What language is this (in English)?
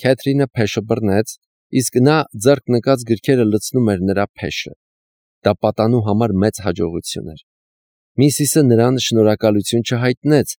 Armenian